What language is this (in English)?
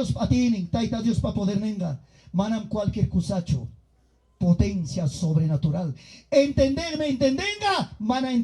Ayacucho Quechua